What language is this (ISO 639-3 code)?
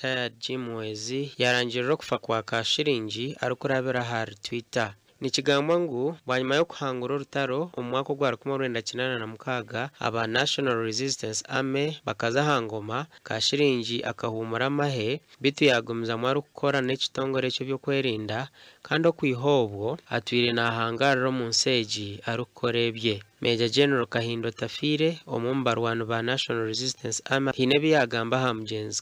nyn